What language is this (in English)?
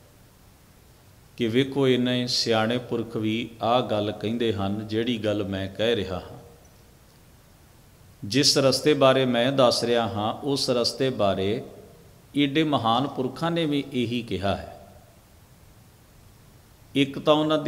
Punjabi